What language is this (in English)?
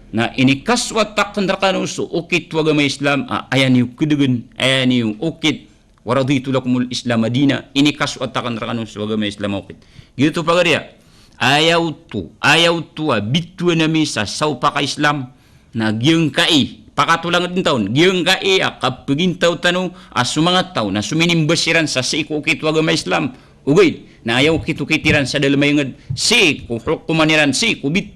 Maranao